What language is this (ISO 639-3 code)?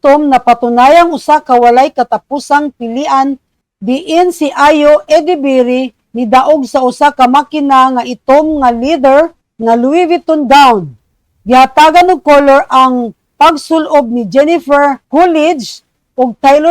ceb